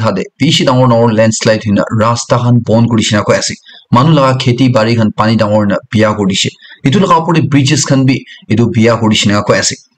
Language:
Naga Pidgin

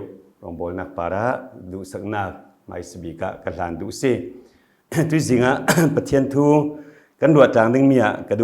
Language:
Falam Chin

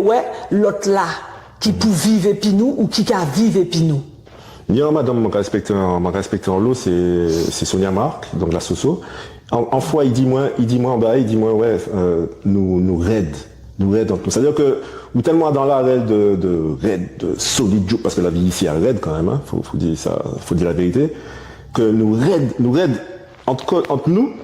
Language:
Guadeloupean Creole French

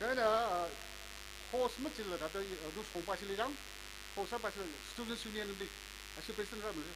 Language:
Tangkhul Naga (India)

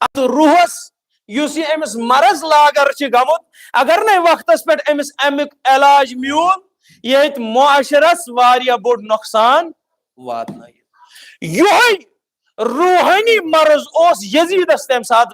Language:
Kashmiri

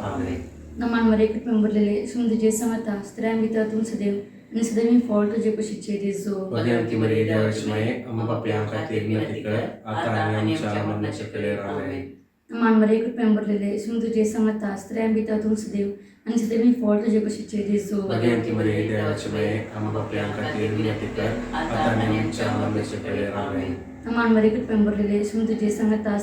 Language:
Konkani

